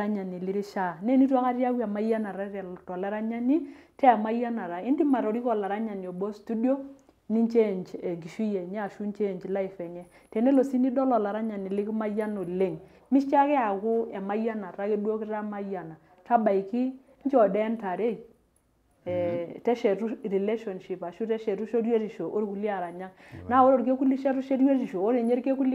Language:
Masai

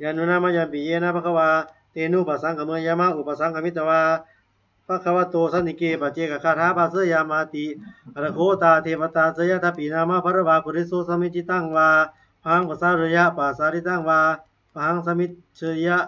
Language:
Pali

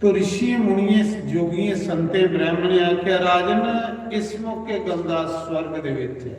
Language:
Dogri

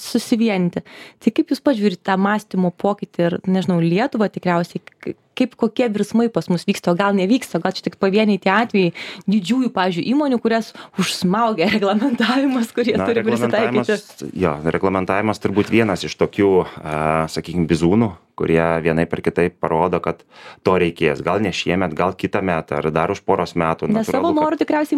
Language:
Lithuanian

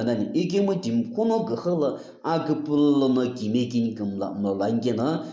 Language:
Sumi Naga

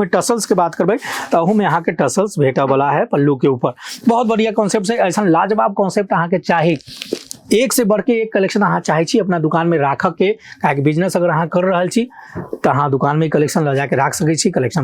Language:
Maithili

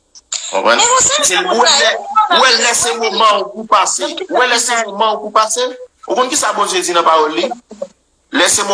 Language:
Haitian Creole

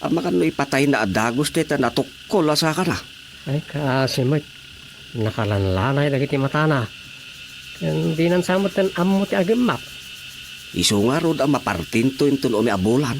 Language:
Iloko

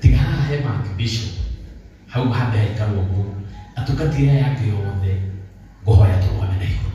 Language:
Kikuyu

